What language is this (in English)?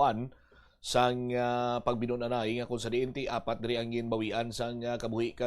Hiligaynon